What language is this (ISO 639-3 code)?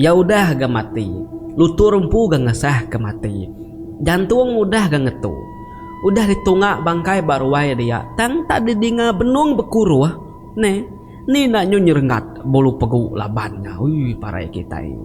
iba